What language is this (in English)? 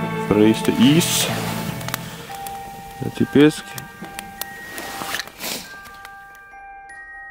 Norwegian